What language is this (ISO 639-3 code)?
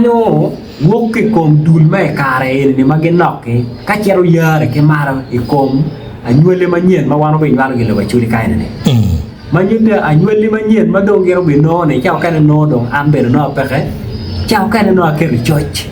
ach